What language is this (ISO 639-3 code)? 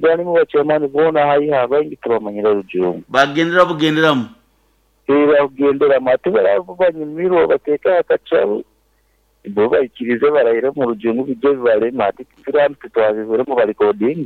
nyn